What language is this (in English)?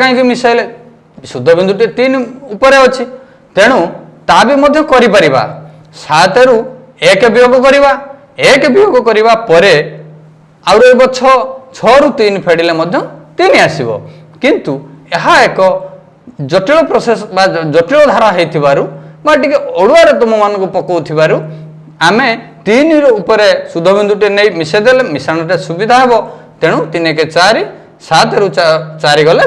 Odia